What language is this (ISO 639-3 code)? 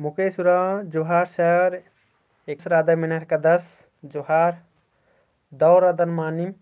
kru